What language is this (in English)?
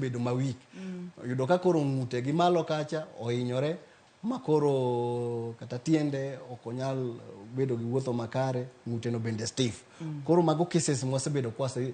Luo (Kenya and Tanzania)